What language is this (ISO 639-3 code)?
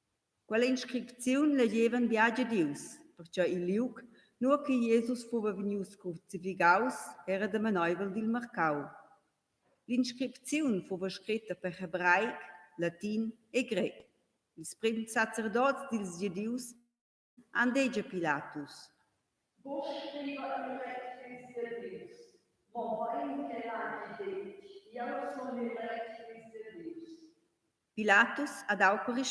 roh